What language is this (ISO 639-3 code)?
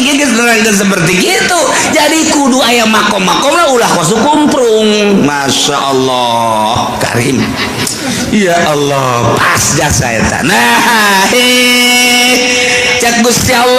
sun